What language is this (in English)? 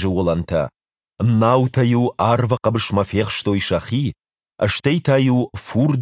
Ossetic